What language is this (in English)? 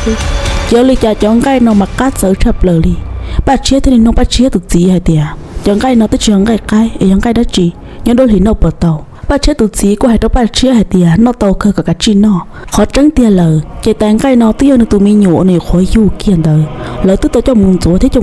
Hmong